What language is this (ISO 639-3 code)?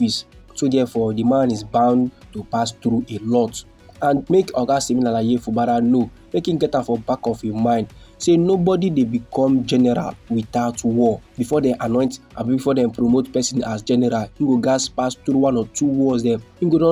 pcm